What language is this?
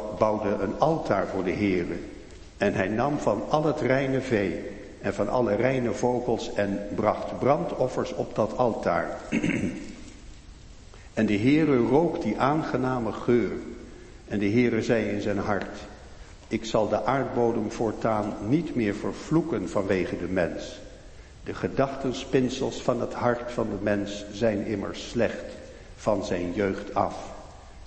Dutch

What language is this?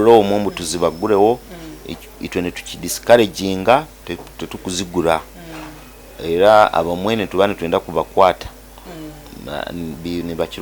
Nyankole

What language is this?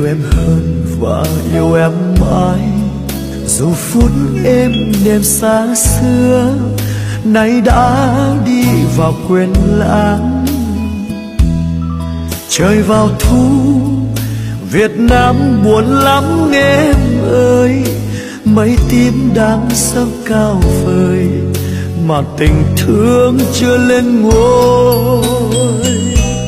Vietnamese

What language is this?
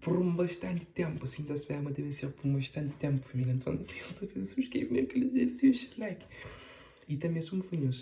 Kabuverdianu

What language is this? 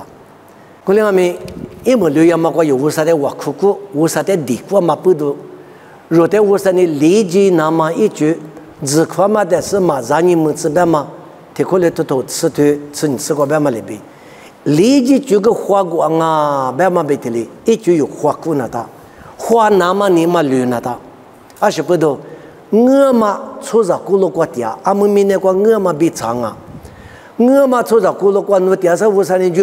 Lisu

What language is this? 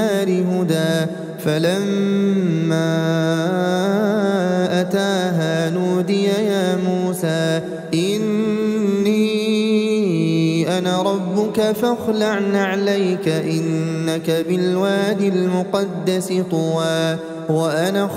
Arabic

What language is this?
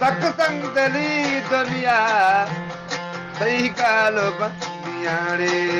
Eastern Balochi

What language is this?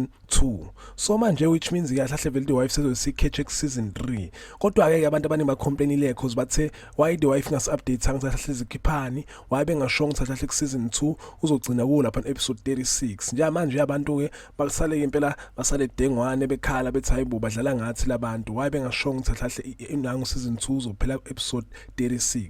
Zulu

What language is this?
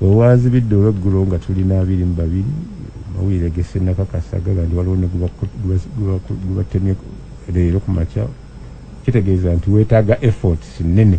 Ganda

